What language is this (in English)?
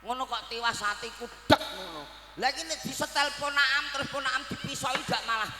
Javanese